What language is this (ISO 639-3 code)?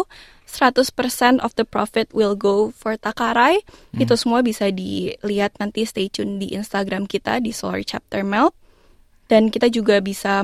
ind